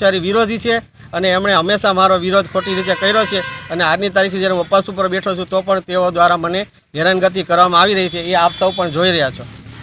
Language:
Gujarati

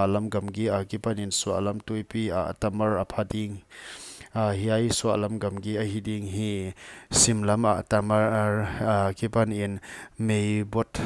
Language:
Paite Chin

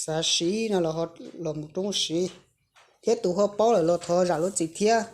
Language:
Hmong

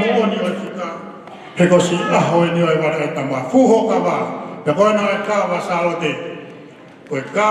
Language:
Tongan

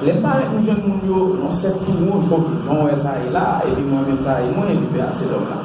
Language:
Haitian Creole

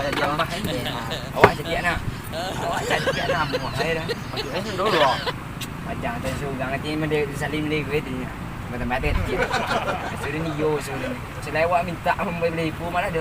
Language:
Minangkabau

